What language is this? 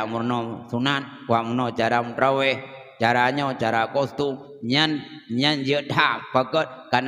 Achinese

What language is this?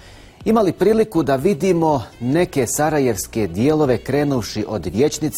Bosnian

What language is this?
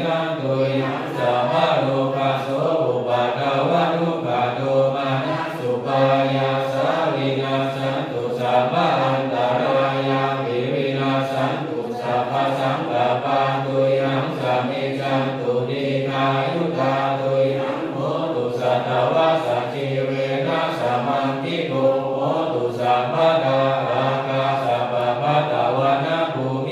Pali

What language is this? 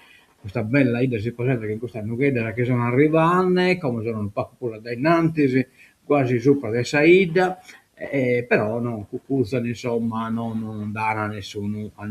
Sardinian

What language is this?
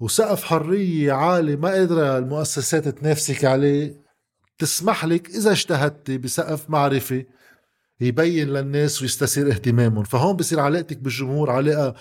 North Levantine Arabic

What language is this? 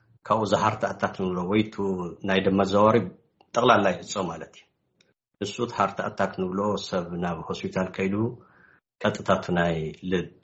Tigrinya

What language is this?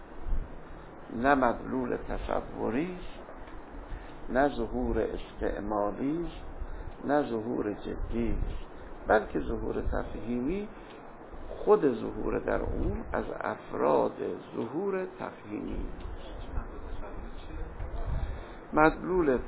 Persian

